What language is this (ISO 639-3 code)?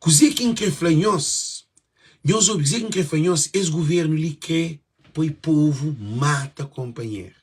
kea